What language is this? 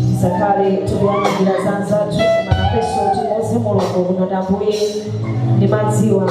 Nyanja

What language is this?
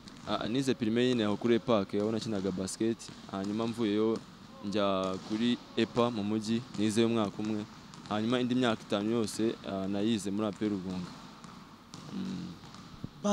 Kinyarwanda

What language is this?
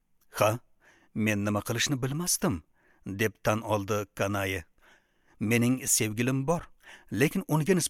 Uzbek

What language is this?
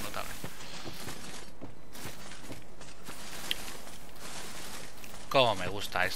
Spanish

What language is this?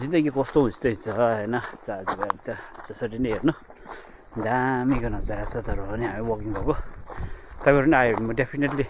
Nepali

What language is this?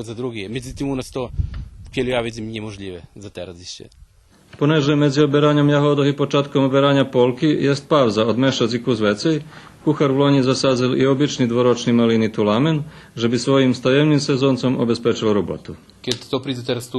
Rusyn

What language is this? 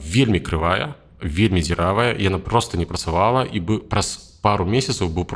Belarusian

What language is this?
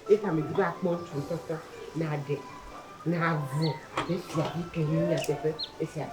Ewe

